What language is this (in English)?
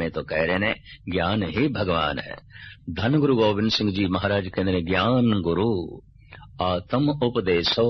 Punjabi